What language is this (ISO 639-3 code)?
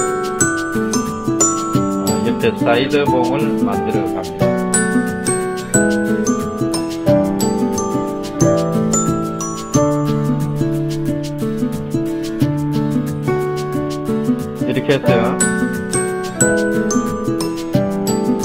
kor